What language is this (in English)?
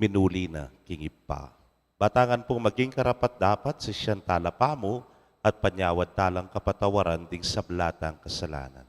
Pampanga